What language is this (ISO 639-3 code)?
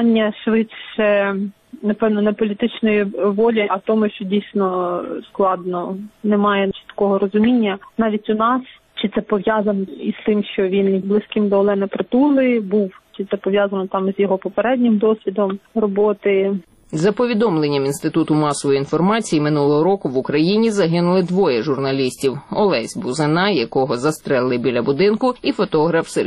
ukr